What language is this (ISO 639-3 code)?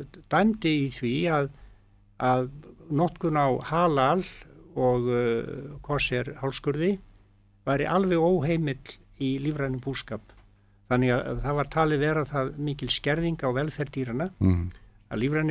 isl